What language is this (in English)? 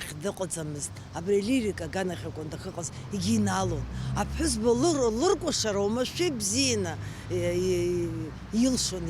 Abkhazian